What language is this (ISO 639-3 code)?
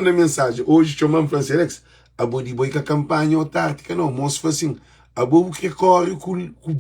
kea